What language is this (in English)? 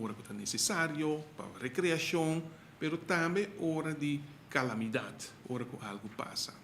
Papiamento